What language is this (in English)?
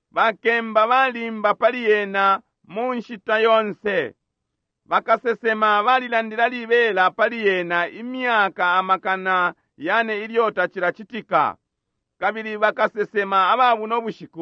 Bemba